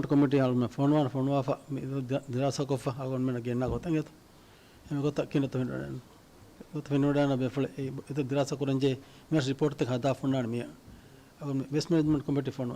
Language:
Divehi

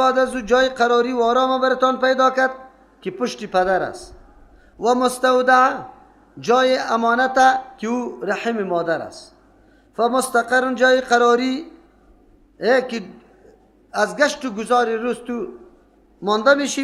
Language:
Persian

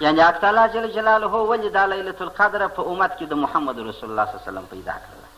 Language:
Pashto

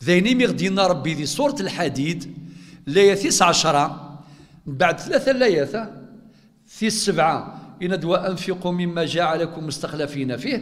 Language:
Kabyle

